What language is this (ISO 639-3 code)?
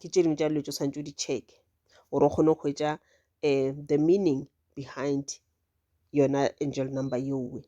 nso